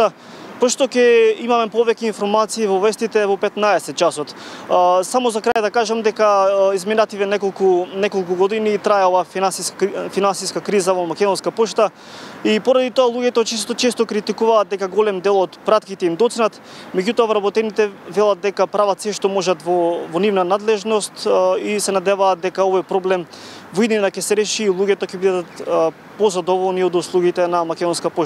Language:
Macedonian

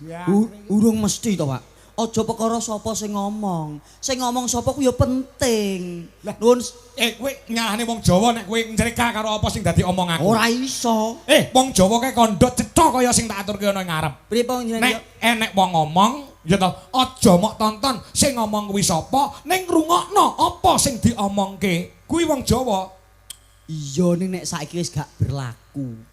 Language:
Javanese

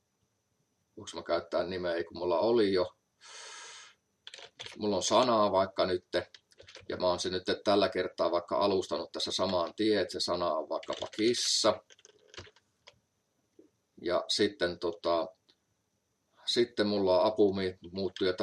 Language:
Finnish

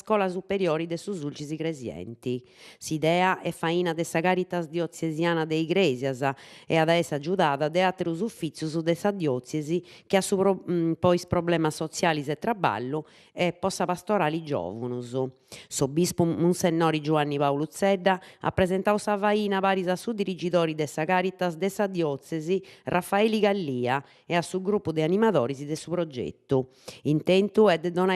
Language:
Sardinian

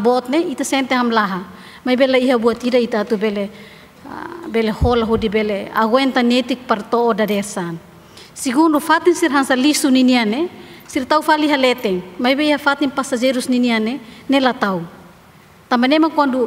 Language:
Tetum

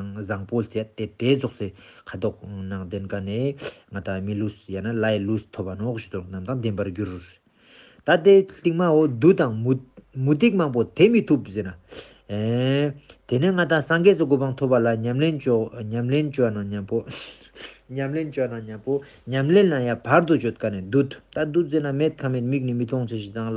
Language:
Ladakhi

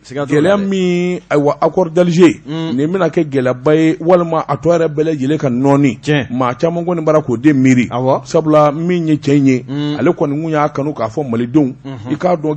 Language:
Bambara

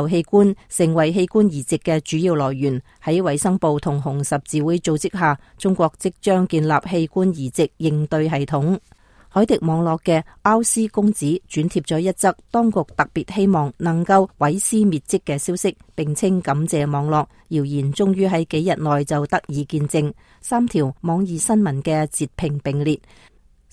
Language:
Cantonese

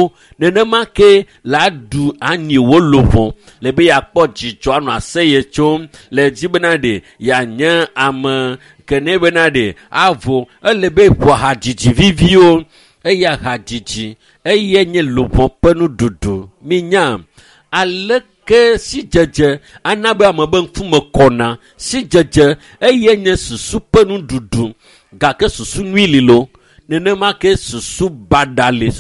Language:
Ewe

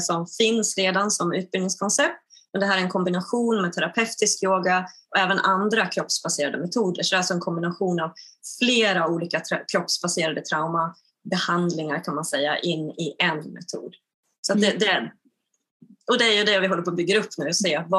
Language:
Swedish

